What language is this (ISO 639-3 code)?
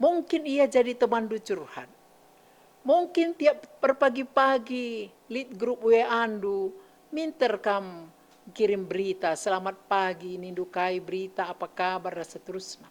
btx